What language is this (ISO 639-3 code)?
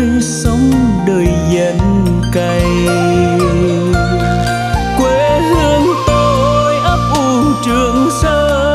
vie